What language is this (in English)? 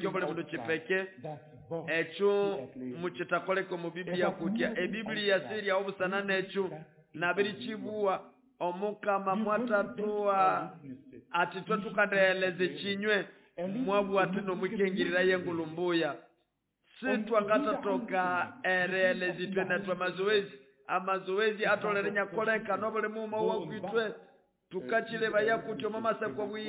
Nande